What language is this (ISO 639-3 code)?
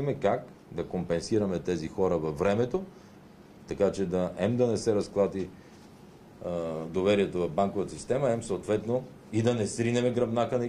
bul